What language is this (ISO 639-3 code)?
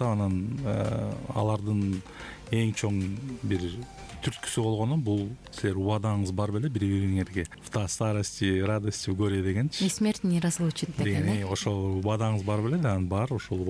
kir